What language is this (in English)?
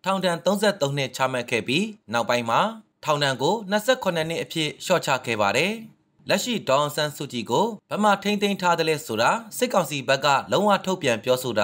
Burmese